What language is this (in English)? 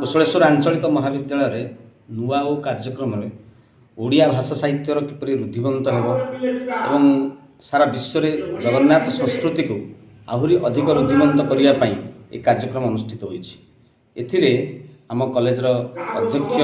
Odia